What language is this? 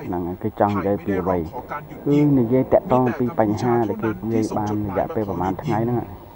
Khmer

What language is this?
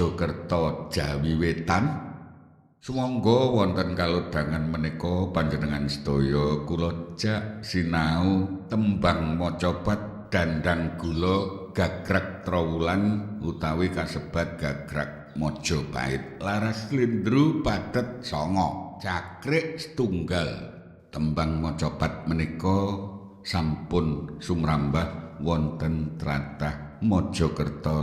Javanese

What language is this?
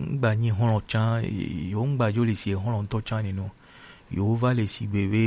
Gen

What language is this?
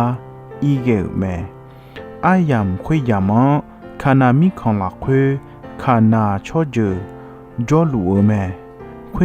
Akha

